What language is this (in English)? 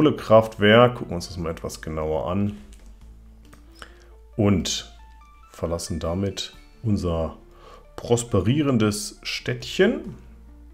German